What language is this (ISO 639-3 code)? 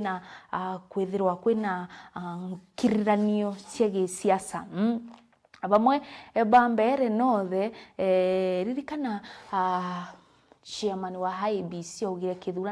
mer